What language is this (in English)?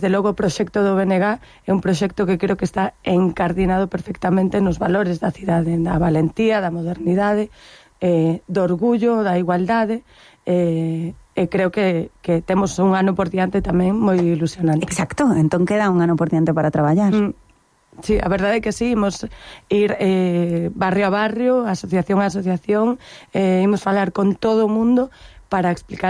Galician